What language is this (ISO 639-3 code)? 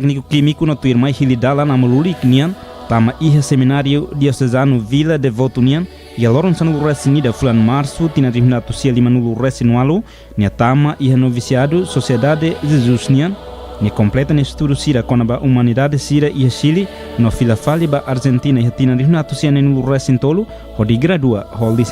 tet